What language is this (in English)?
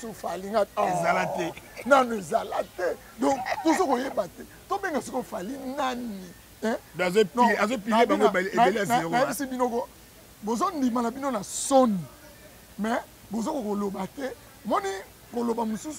Lingala